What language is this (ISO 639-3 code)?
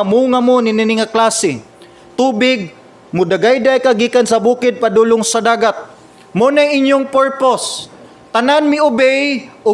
ceb